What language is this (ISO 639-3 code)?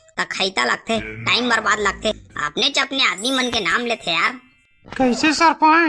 hne